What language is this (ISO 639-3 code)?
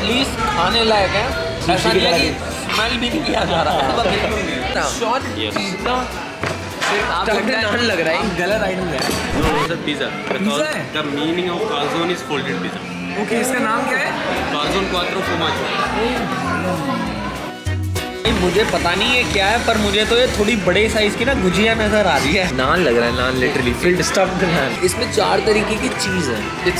hin